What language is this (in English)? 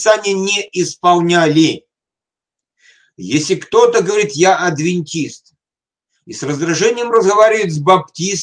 Russian